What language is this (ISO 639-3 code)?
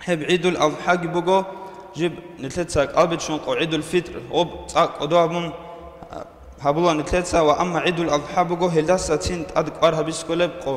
ava